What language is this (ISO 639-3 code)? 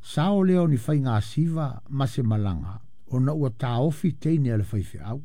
smo